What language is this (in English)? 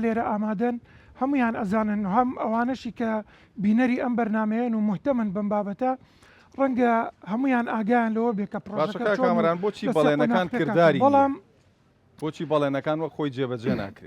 Central Kurdish